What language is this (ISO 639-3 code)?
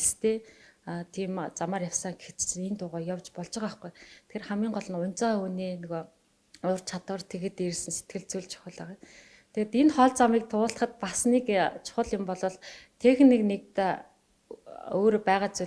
mon